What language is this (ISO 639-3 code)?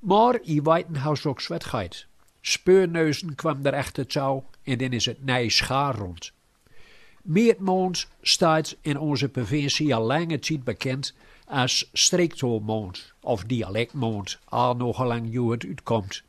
gos